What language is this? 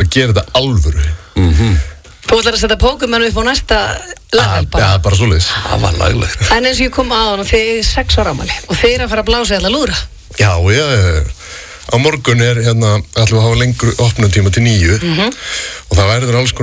Icelandic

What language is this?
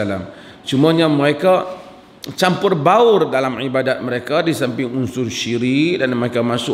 Malay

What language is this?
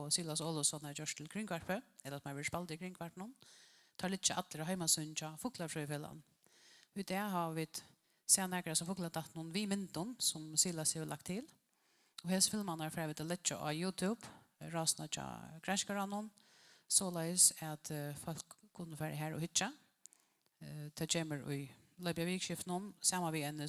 Faroese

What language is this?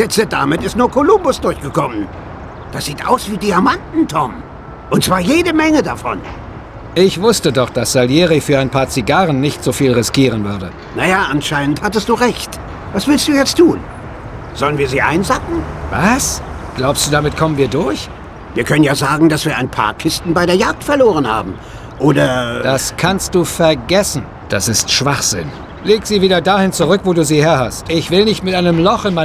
Bavarian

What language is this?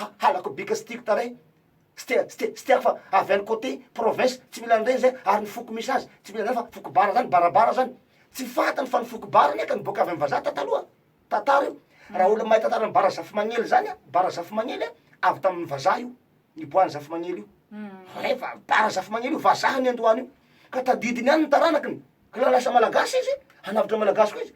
Malagasy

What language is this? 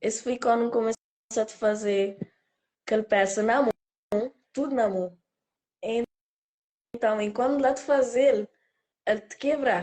Kabuverdianu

